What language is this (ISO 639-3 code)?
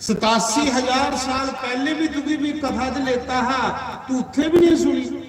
doi